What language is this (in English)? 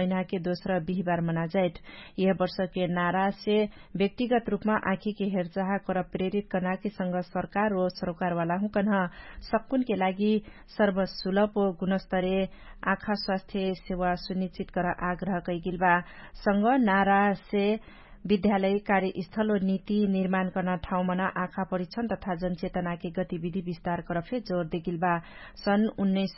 Dangaura Tharu